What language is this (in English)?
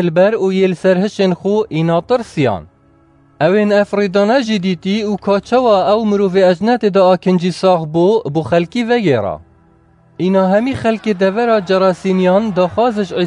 Kurdish